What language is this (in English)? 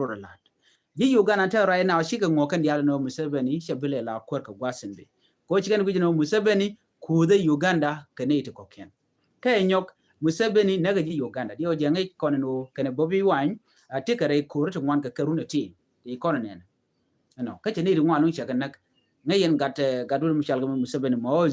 Nuer